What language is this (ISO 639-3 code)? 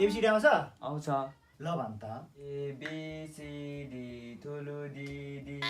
nep